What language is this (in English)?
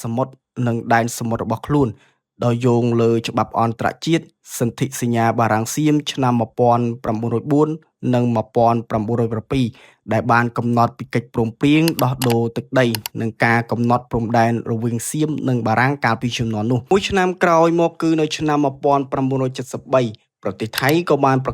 Khmer